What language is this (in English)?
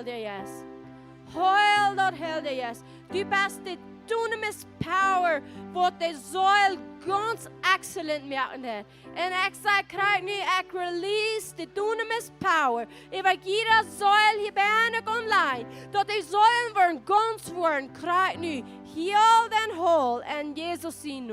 Plautdietsch